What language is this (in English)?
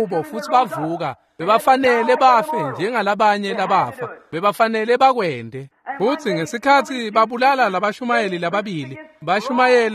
Swati